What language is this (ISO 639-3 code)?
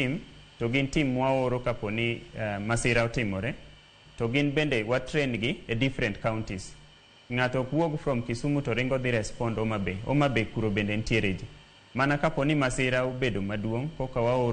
luo